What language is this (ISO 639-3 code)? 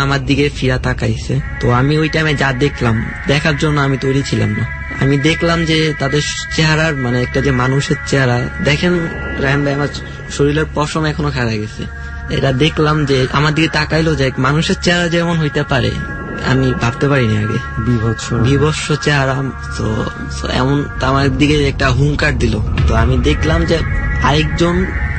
ben